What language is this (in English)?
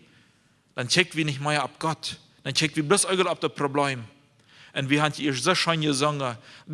Plautdietsch